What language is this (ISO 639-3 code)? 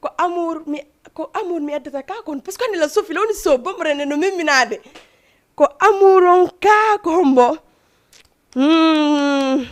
ful